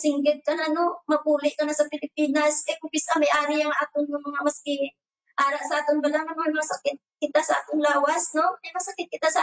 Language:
Hiligaynon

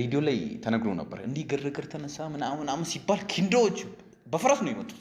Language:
Amharic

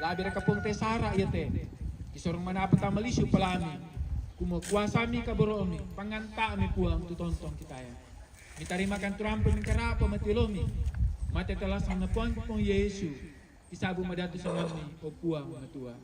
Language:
Toraja-Sa'dan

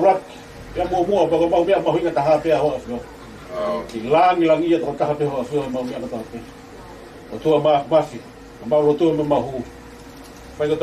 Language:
Tongan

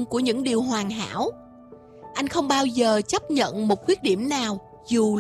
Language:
Vietnamese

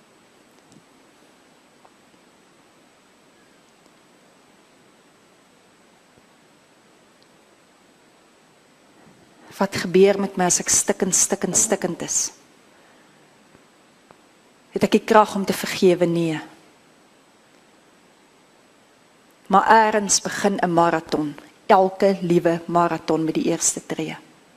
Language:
Afrikaans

